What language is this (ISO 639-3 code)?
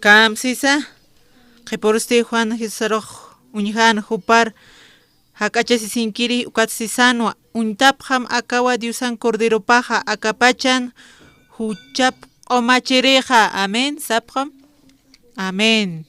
aym